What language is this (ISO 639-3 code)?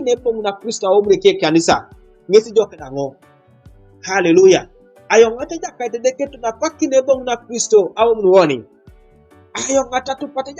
teo